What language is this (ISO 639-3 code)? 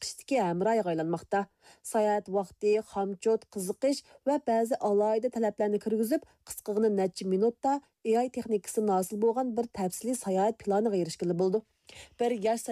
uig